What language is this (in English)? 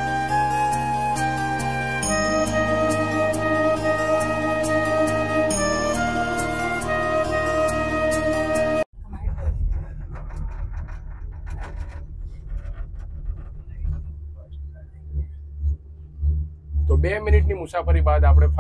Gujarati